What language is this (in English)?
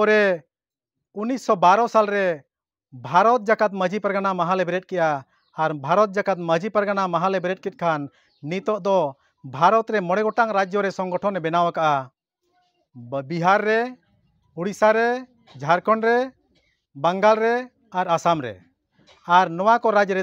Santali